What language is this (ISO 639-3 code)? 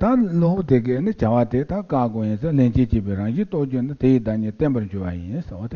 bod